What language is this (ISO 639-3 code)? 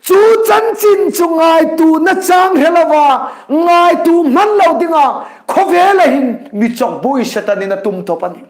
hmr